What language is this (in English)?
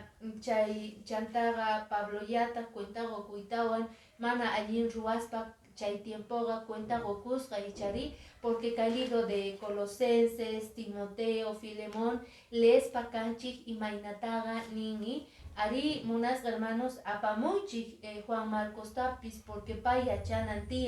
Quechua